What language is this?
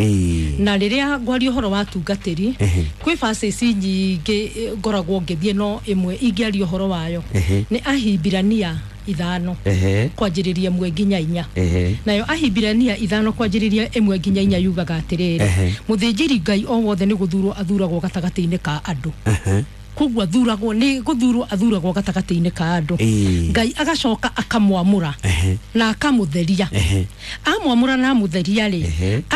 Kikuyu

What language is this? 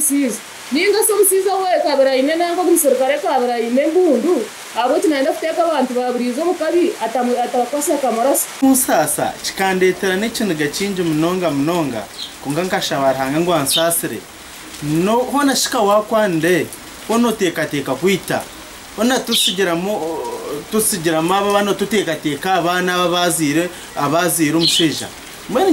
Nyankole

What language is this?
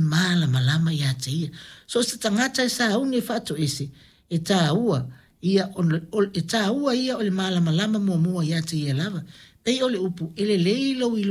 Samoan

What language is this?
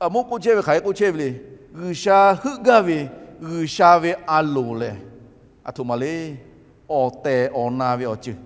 Lahu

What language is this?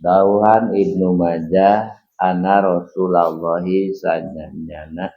Sundanese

